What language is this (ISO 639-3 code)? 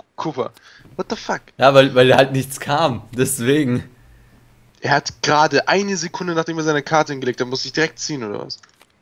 deu